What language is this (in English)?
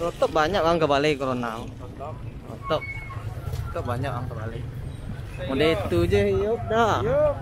Minangkabau